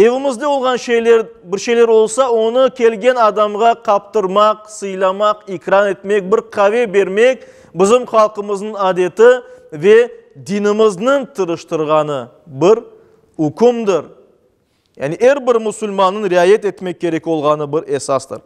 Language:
Crimean Tatar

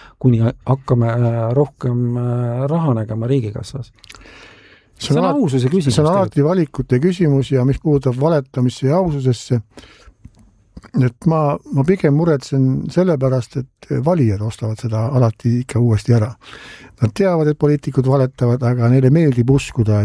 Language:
Estonian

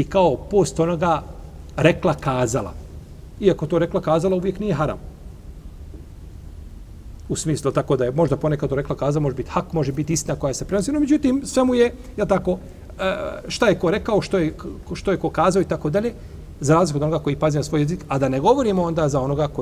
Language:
Bosnian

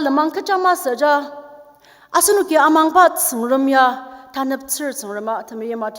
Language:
Ao Naga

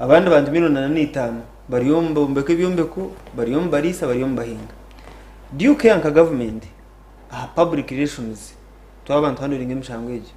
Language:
Nyankole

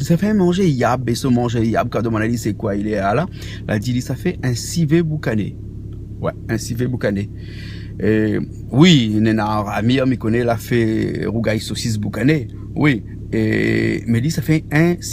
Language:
Réunion Creole French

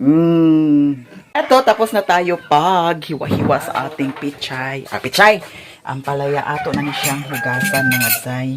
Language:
Cebuano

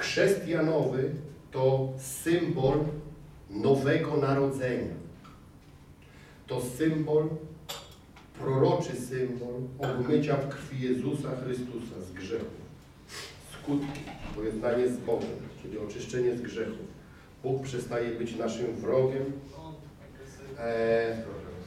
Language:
Polish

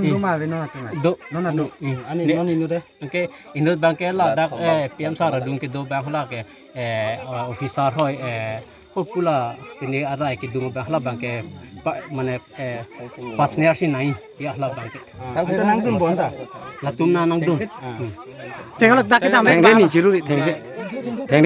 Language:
Karbi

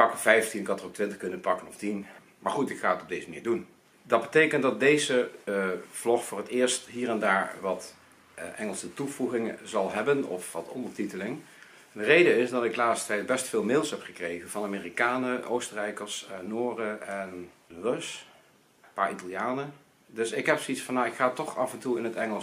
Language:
Dutch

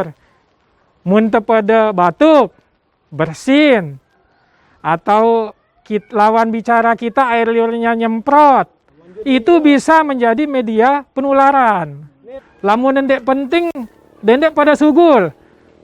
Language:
Sasak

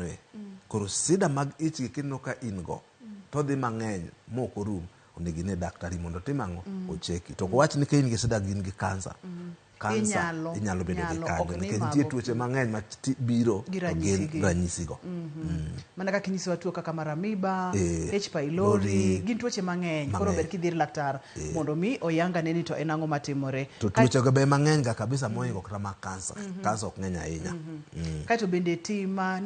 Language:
Luo (Kenya and Tanzania)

